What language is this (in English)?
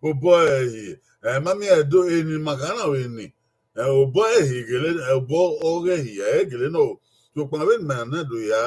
Bini